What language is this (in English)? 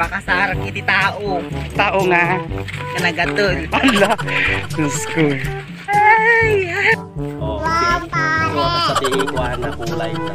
Iloko